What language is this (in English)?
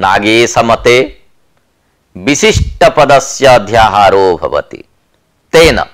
Sanskrit